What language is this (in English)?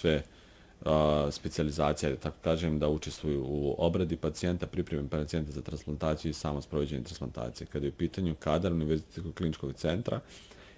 Bosnian